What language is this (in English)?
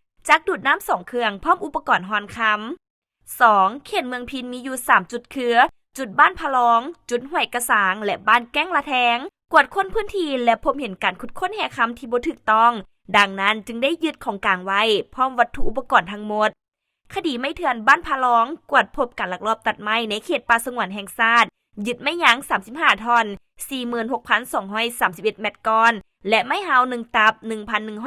Lao